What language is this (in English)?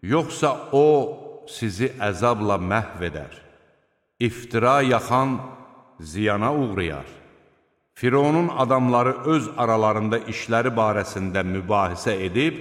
Azerbaijani